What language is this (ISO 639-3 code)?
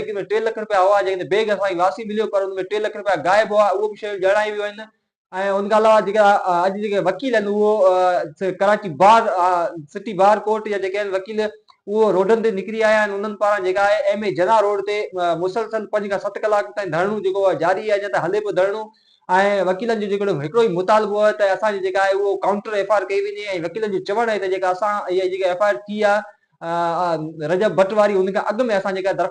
snd